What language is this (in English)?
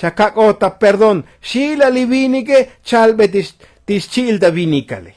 Tzotzil